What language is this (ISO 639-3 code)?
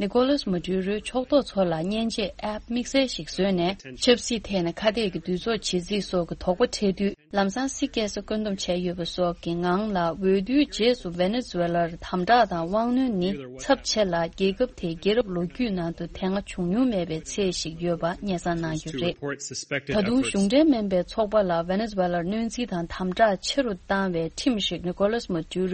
bod